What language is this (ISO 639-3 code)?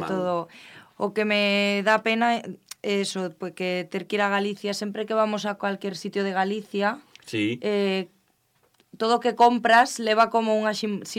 glg